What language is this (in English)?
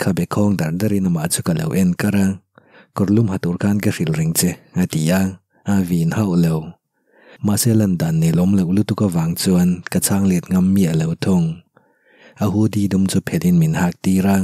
Mizo